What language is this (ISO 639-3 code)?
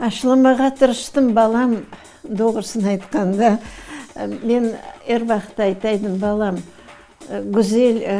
crh